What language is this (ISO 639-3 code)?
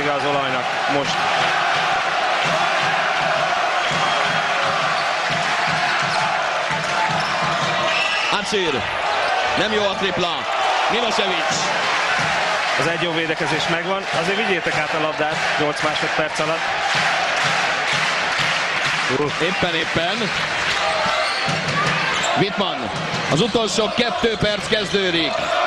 hun